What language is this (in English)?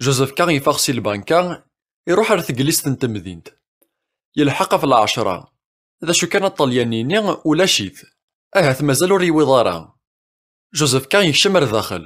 Kabyle